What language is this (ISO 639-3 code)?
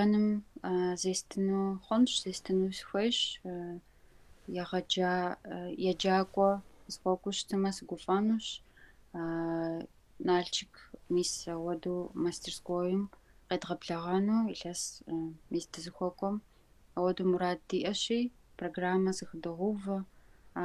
kbd